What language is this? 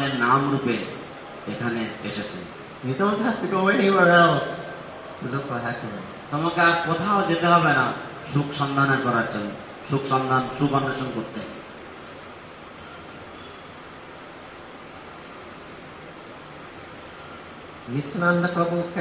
Bangla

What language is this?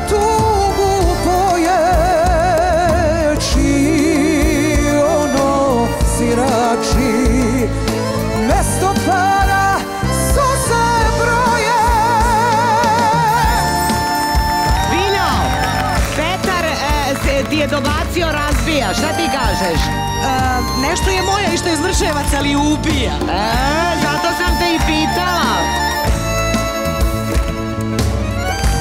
Serbian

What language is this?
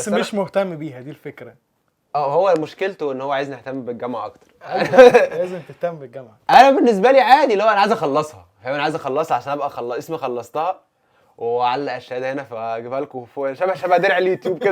Egyptian Arabic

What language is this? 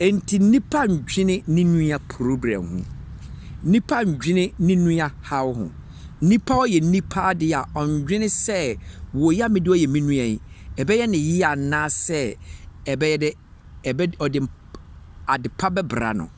Akan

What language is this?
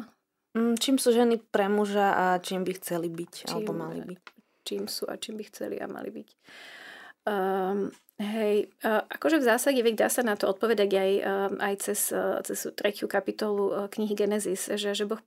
Slovak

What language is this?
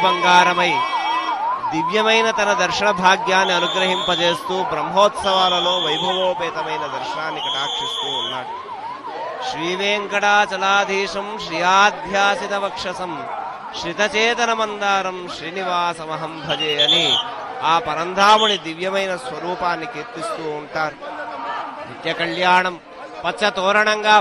Telugu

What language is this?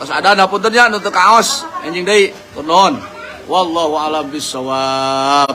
Sundanese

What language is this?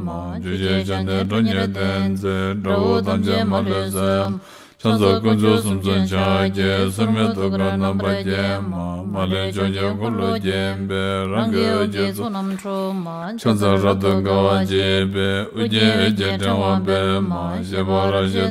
Tibetan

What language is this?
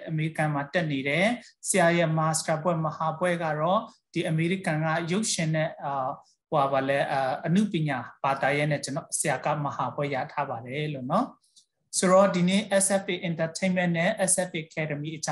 Burmese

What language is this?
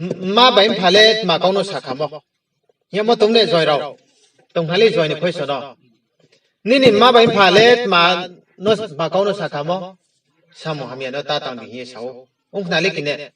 Riang (India)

